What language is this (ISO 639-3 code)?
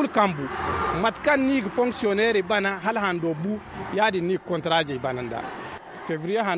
dje